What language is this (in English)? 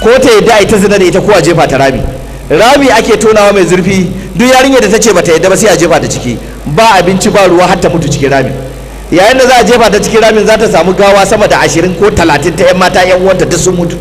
Hausa